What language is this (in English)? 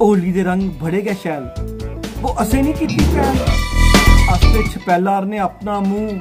Dogri